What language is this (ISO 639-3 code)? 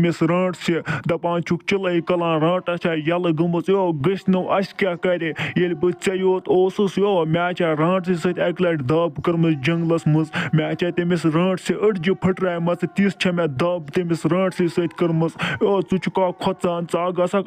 kas